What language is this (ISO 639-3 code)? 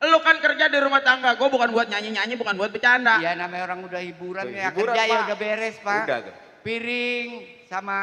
bew